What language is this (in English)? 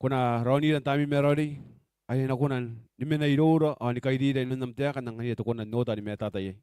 Gilbertese